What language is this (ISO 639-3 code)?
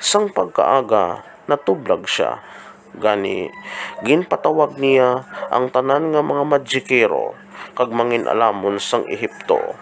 hil